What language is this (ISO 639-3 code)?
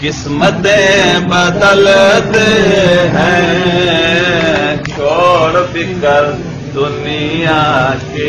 skr